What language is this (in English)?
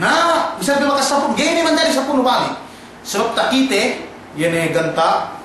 Yakan